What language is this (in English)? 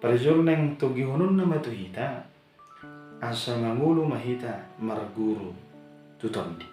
Batak Toba